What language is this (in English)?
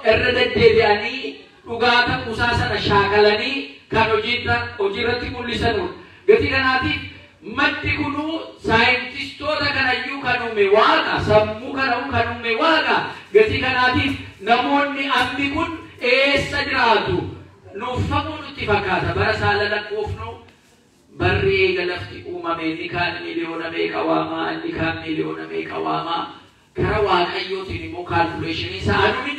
Oromo